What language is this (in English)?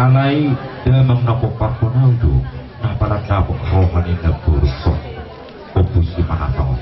Batak Toba